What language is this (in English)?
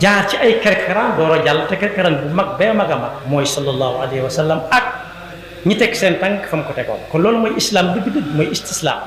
Wolof